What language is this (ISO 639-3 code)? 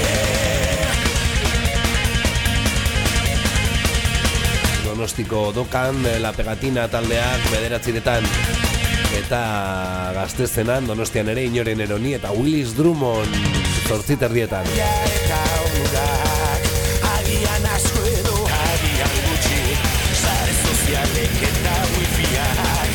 eus